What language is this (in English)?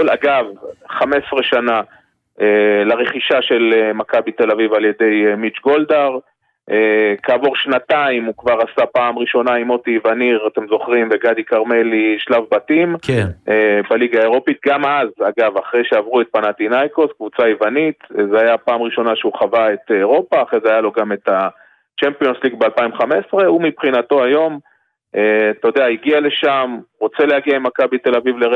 Hebrew